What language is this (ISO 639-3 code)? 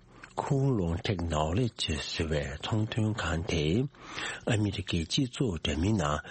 bod